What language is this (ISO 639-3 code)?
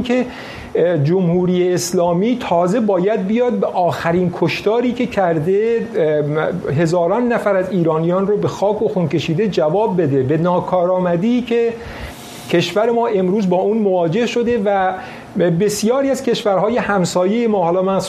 fas